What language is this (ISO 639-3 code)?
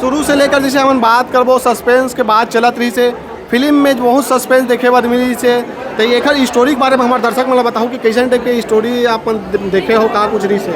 hne